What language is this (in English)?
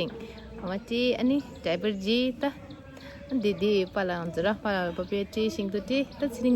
Tibetan